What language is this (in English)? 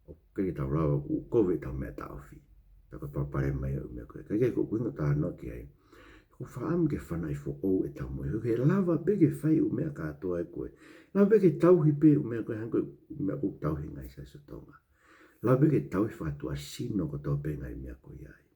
Tongan